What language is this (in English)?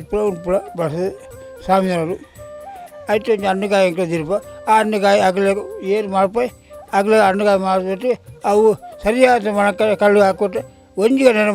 Tulu